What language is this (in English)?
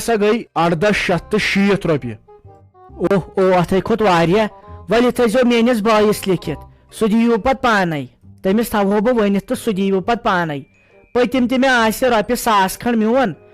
Kashmiri